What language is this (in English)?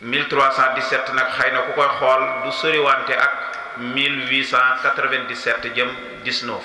Wolof